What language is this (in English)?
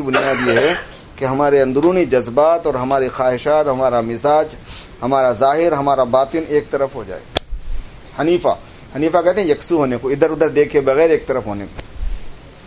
Urdu